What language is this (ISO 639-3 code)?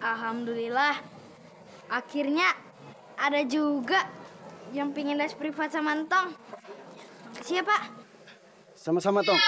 bew